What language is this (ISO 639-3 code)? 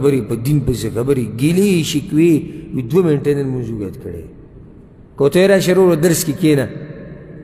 pus